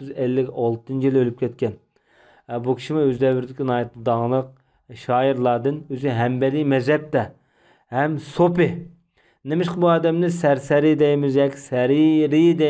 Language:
Uyghur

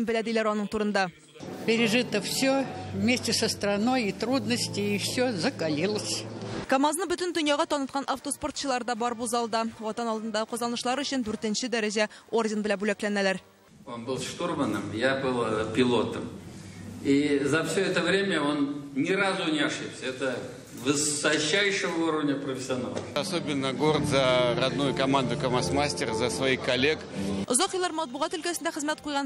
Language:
Tatar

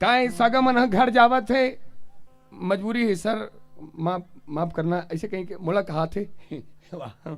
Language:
Chhattisgarhi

